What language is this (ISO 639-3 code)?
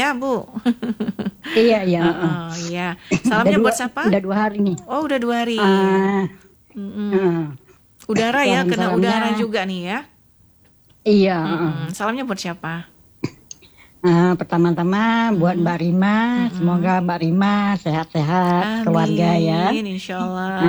ind